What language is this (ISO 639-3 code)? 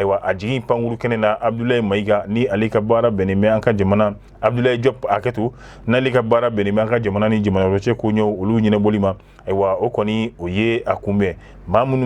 bam